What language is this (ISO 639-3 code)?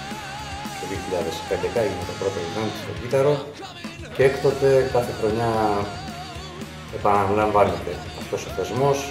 ell